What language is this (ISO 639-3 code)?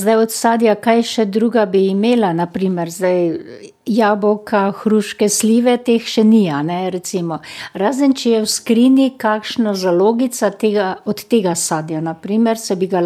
slv